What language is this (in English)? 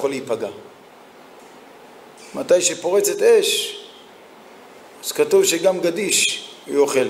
Hebrew